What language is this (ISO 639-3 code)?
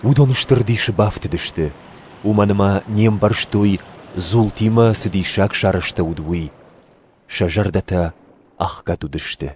oss